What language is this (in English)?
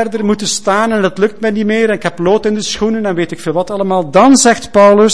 Dutch